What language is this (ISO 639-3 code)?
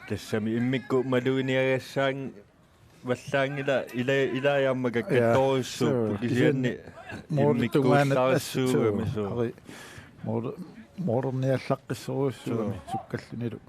kal